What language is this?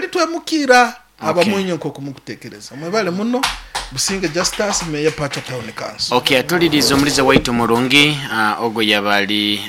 Nyankole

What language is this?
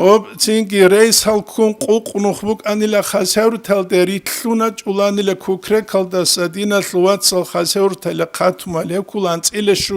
Avaric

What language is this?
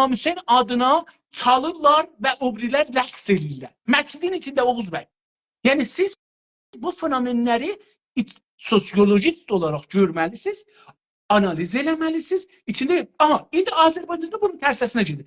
South Azerbaijani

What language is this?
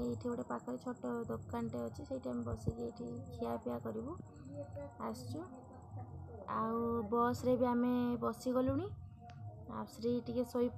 Odia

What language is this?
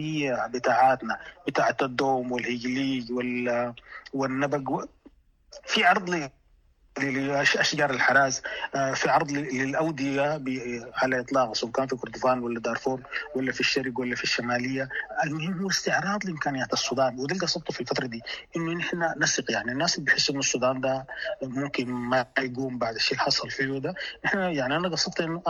Sudanese Arabic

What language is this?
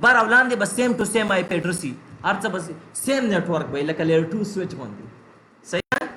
Pashto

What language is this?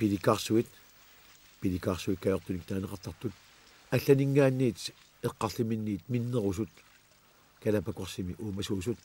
Kalaallisut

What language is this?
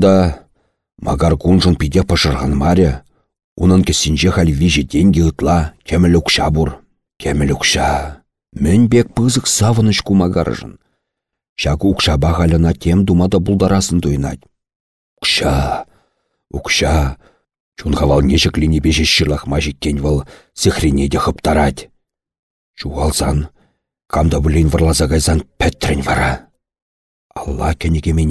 Chuvash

